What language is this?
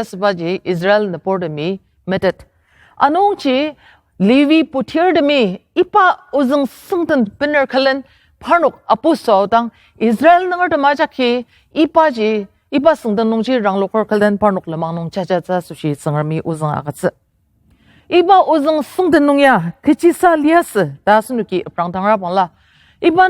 Ao Naga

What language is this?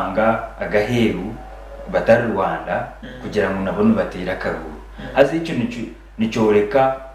Nyankole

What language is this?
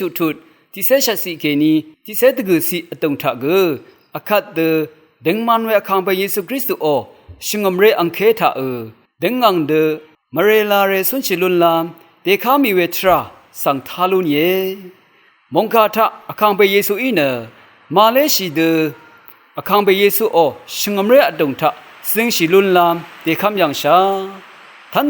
Rawang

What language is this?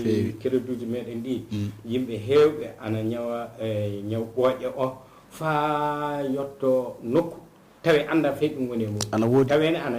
Fula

